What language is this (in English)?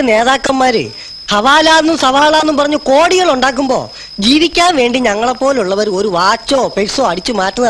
Malayalam